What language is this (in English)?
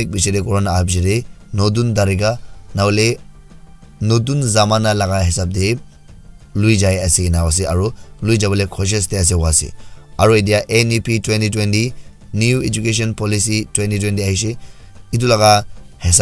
Naga Pidgin